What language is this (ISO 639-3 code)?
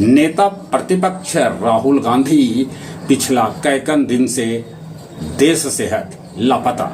mag